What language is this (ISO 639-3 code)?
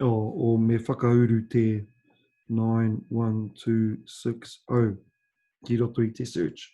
mri